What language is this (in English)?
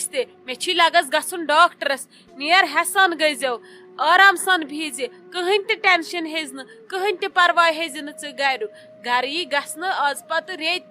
Kashmiri